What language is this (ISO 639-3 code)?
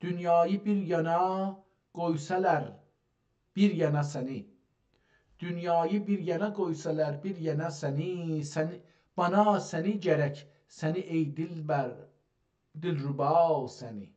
azb